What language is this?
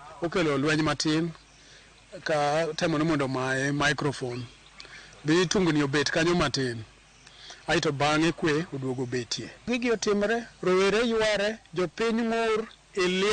Luo (Kenya and Tanzania)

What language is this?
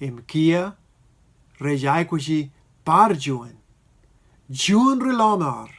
Marshallese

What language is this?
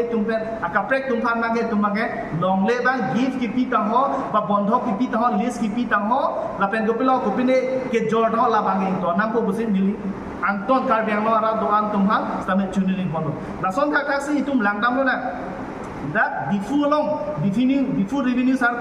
Karbi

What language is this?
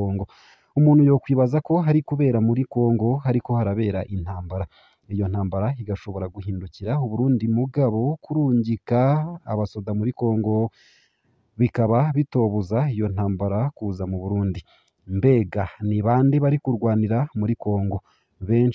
Rundi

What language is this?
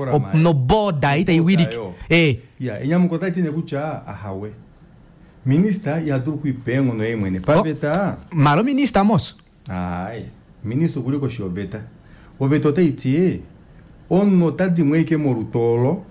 Kuanyama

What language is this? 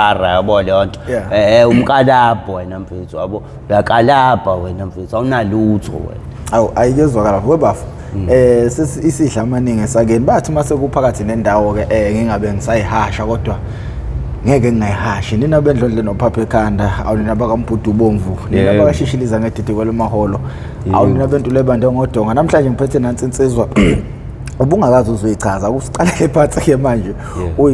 Zulu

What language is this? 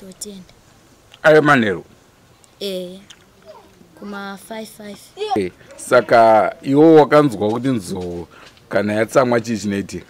Shona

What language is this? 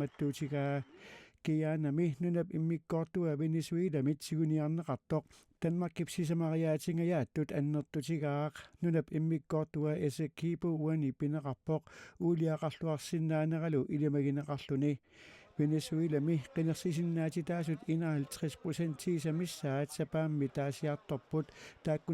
Kalaallisut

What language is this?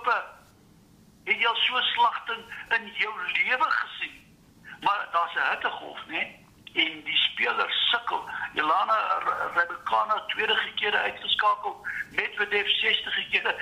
Afrikaans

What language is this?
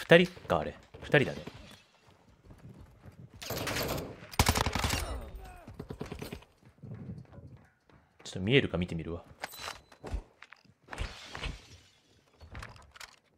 Japanese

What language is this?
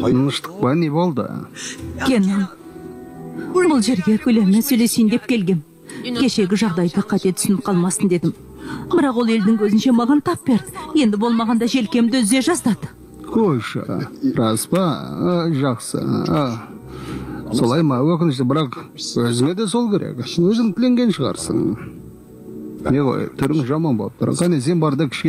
Kazakh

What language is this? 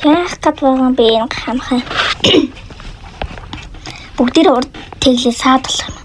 Mongolian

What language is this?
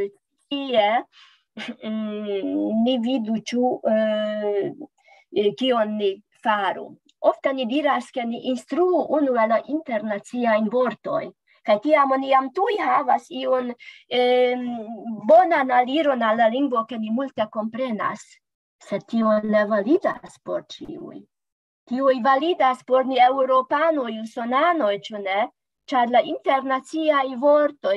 Esperanto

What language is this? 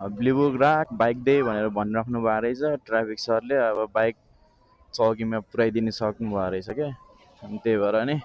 Nepali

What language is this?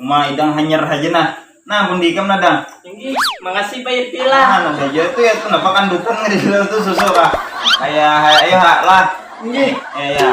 Banjar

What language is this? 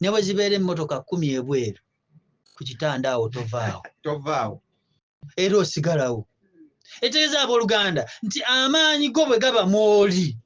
Ganda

